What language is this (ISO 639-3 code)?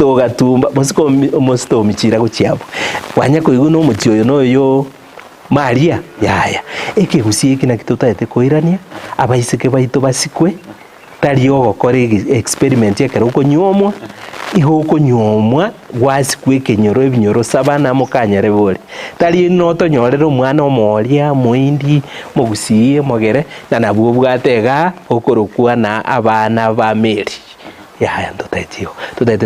guz